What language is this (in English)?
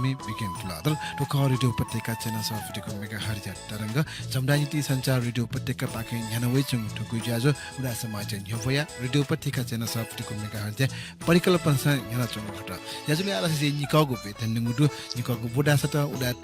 Newari